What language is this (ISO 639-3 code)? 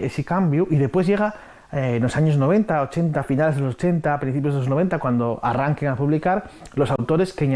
ast